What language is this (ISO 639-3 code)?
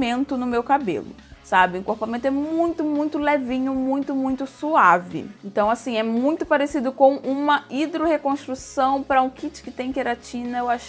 por